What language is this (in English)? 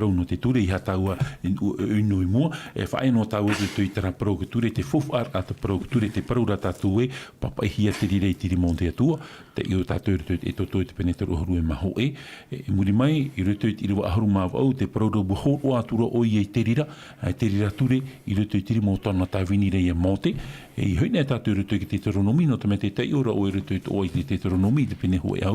Tahitian